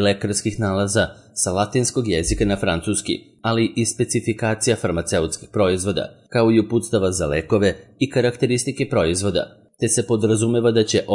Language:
Serbian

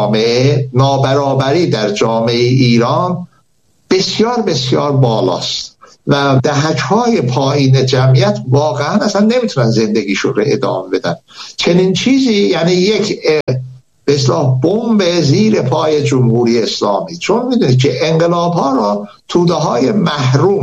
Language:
Persian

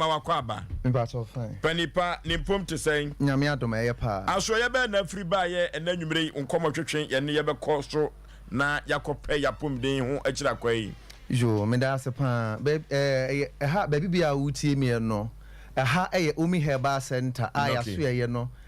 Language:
Akan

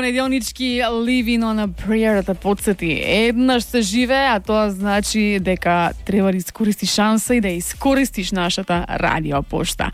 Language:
Macedonian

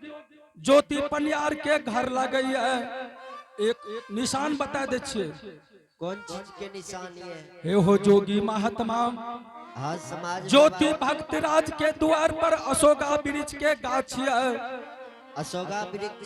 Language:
Angika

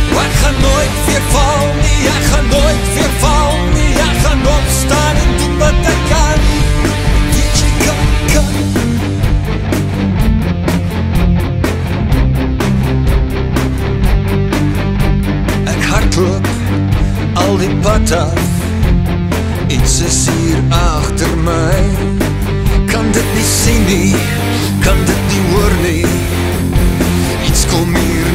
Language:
Afrikaans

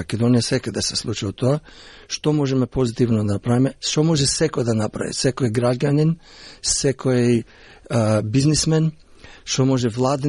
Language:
Macedonian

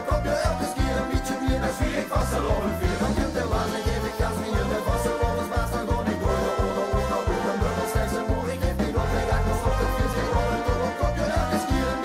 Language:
Limburgish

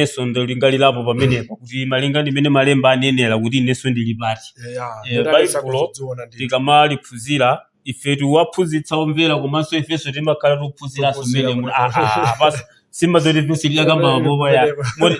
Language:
Nyanja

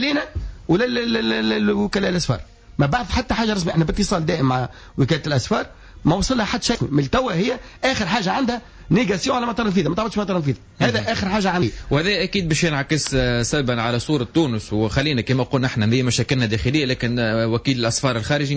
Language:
Tunisian Arabic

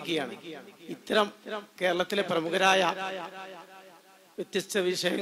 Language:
Malayalam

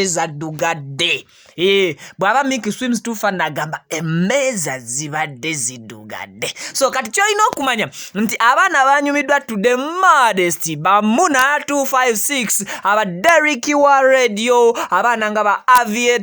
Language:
Ganda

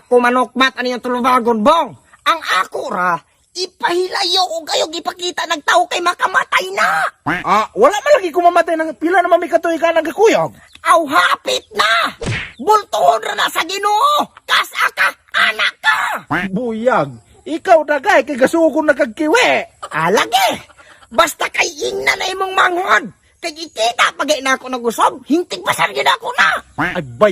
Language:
Cebuano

